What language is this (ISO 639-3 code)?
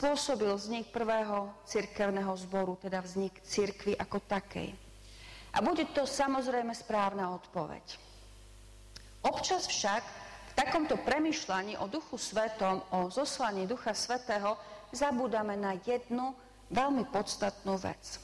slk